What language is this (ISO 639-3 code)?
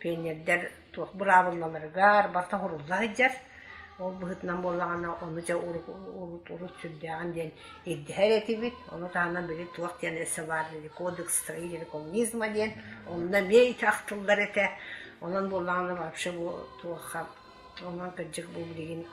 sah